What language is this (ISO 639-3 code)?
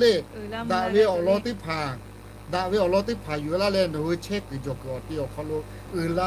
lhu